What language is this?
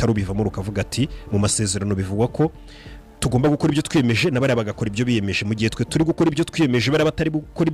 Kinyarwanda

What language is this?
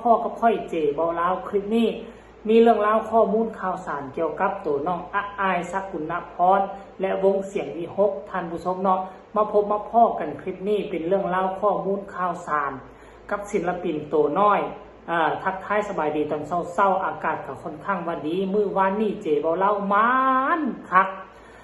Northeastern Thai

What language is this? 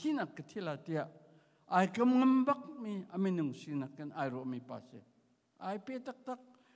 Hakha Chin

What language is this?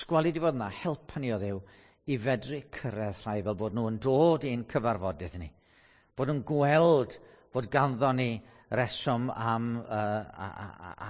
Welsh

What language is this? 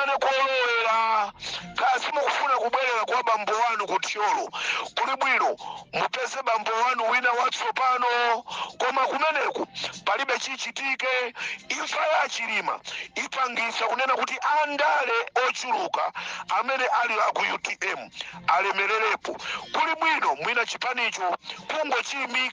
Nyanja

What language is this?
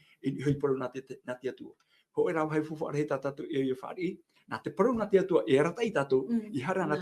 Tahitian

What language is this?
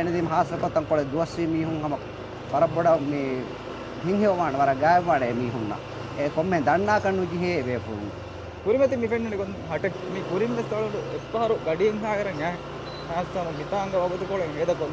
Divehi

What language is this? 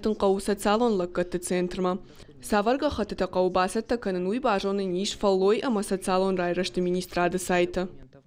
Ossetic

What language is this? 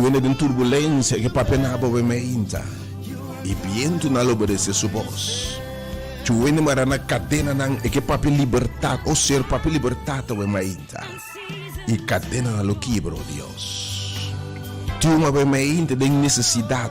Papiamento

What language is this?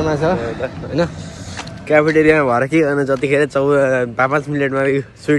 Nepali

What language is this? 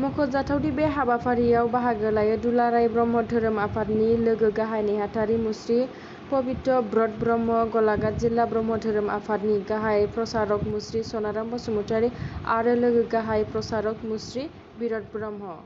Bodo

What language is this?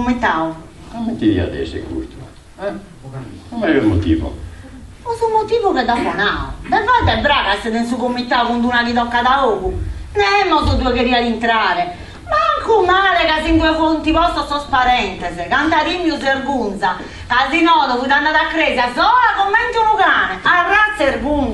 Sardinian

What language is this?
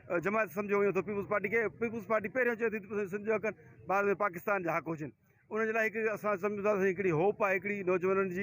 Sindhi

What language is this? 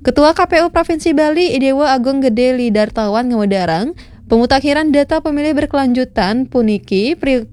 Balinese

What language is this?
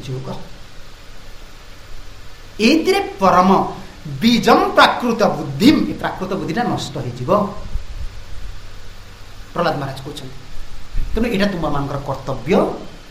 Odia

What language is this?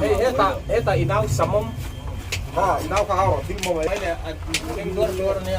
Mizo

